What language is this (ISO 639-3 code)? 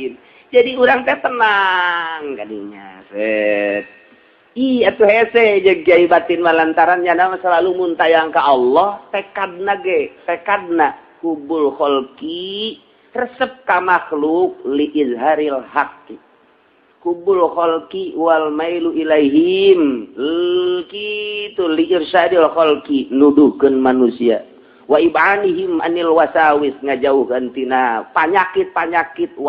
sun